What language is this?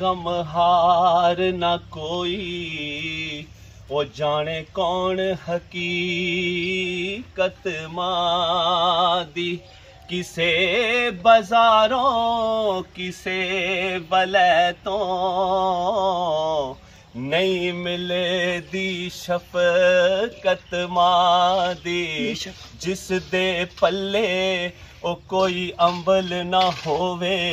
Pahari-Potwari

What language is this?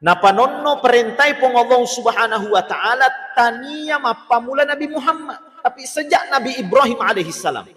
Buginese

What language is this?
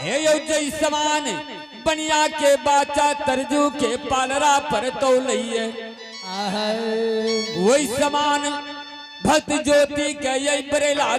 Angika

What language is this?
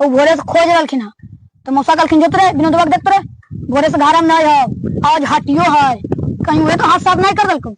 Magahi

